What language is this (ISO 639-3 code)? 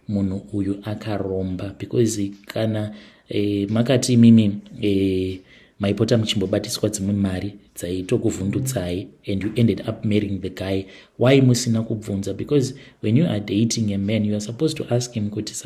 sna